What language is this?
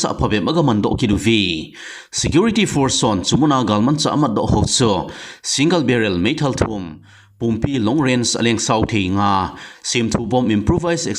Thado Chin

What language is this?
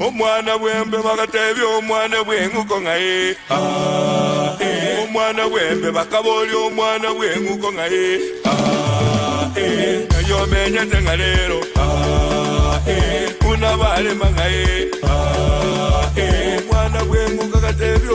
Gusii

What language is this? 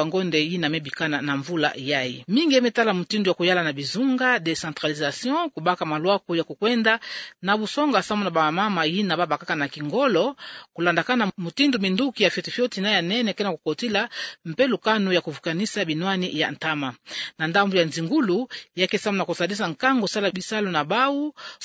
Kituba (Democratic Republic of Congo)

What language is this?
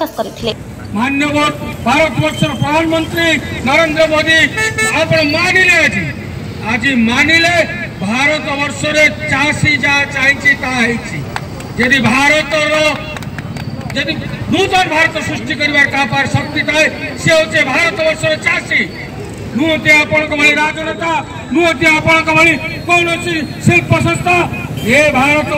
Odia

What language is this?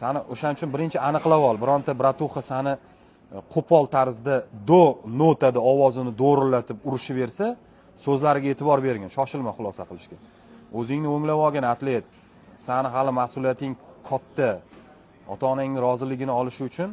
Uzbek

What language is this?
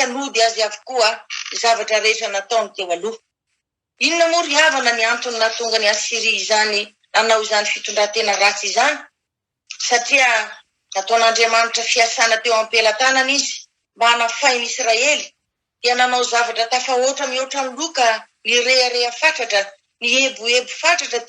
Malagasy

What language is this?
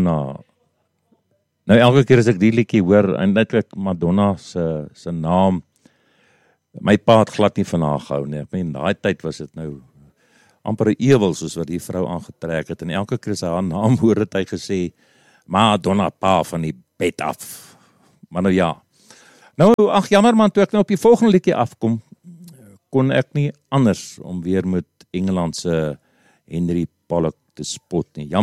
Afrikaans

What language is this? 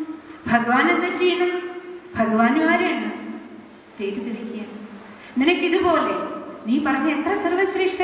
Malayalam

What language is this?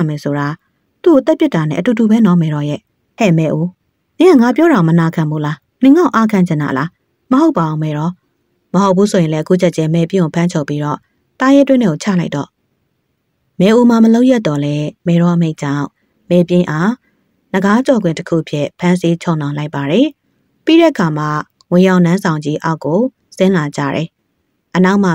Burmese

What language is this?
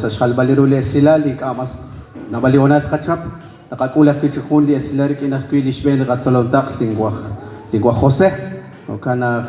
Kekchí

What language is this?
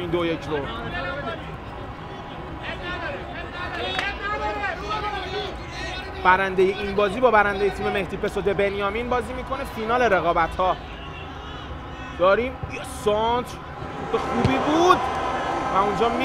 Persian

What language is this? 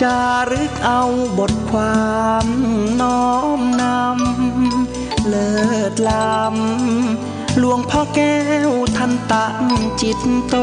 Pali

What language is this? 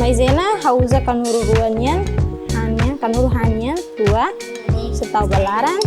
Tetum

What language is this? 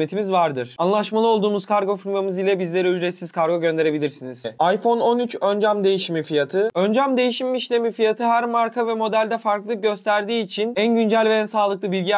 Turkish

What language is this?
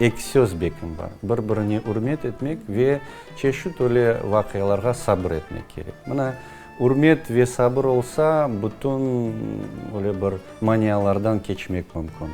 Crimean Tatar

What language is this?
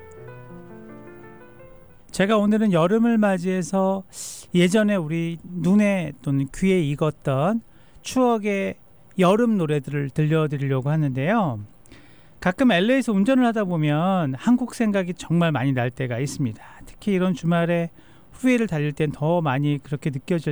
Korean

